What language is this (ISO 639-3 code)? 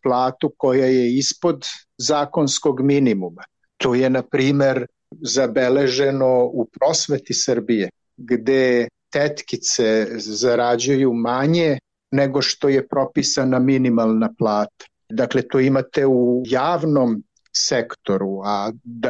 srp